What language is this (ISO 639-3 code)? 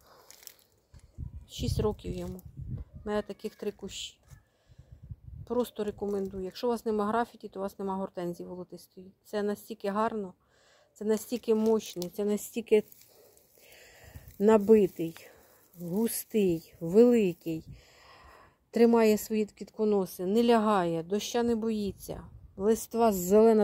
ukr